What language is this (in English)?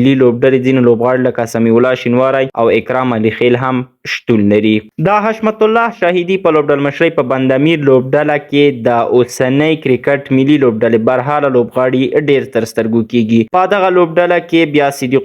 Pashto